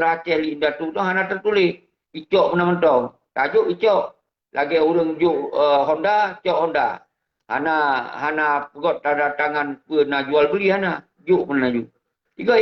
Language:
Achinese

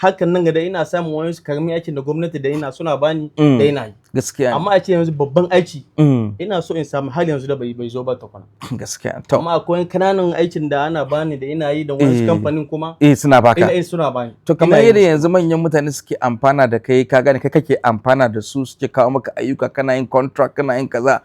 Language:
Hausa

